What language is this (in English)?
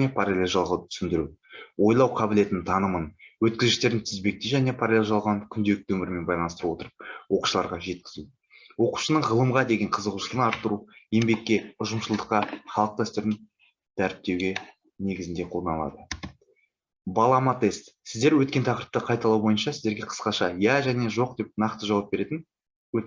Kazakh